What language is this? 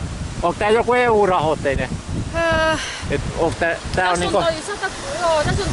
Finnish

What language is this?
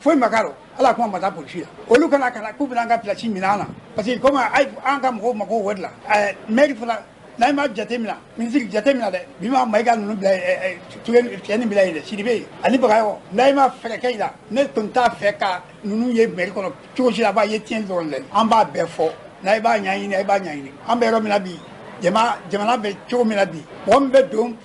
Bambara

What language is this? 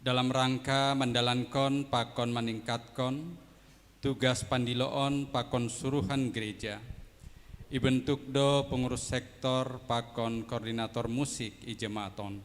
Batak Simalungun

